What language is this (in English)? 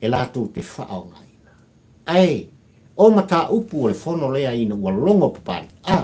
Samoan